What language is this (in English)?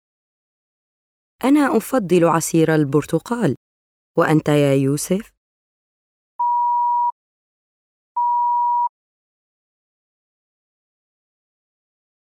Arabic